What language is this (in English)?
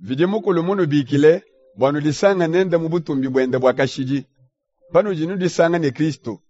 Luba-Lulua